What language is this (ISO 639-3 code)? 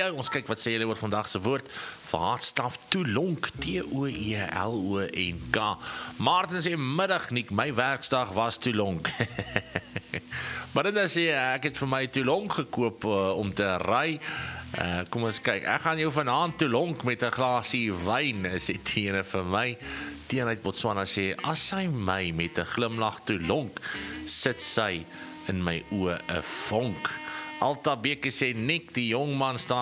afr